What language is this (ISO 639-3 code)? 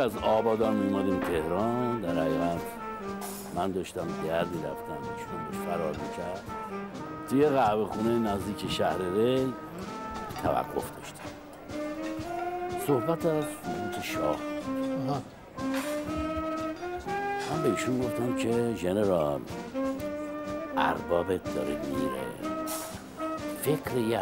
fas